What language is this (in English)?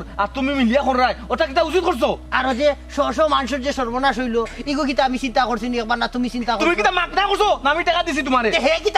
Sylheti